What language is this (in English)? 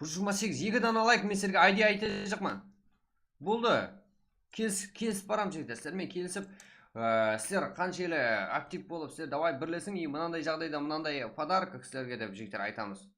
Kara-Kalpak